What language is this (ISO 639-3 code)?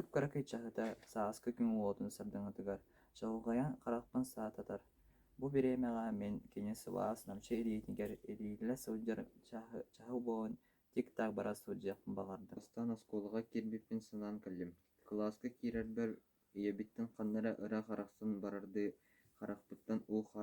sah